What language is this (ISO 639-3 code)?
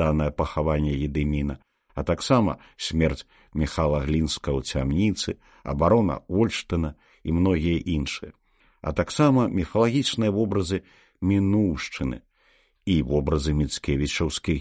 bel